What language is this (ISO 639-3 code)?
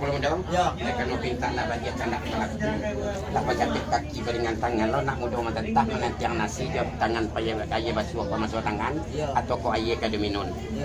min